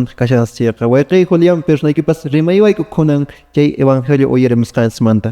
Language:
Quechua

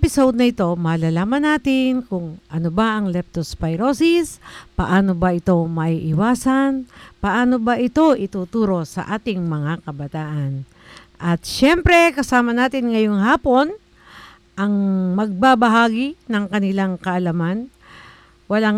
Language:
Filipino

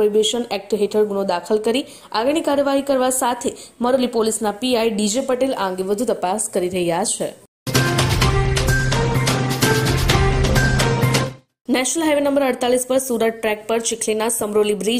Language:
Gujarati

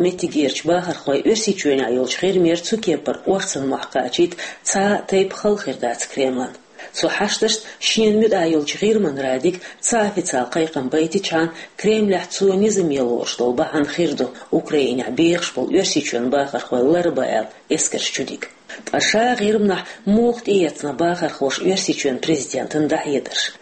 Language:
Chechen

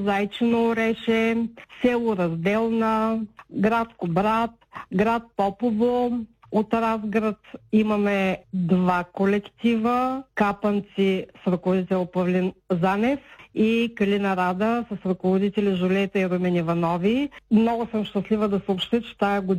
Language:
Bulgarian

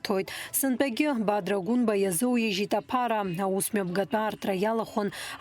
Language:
Abkhazian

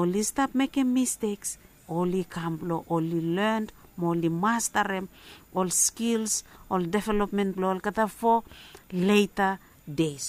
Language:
Bislama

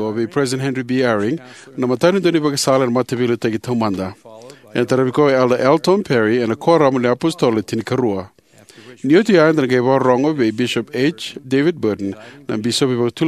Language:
Fijian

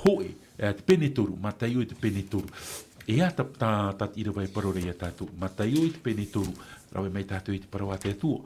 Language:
Tahitian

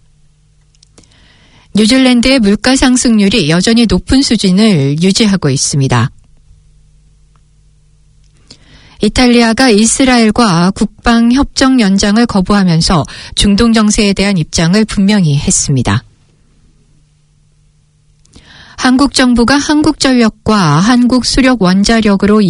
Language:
Korean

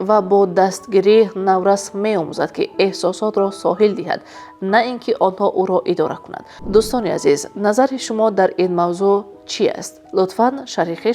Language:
Tajik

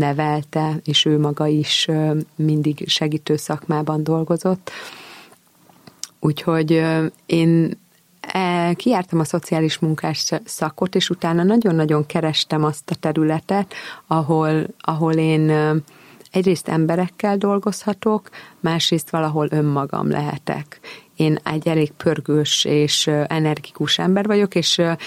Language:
Hungarian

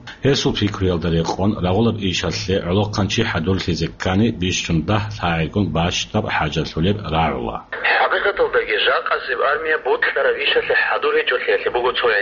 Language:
Avaric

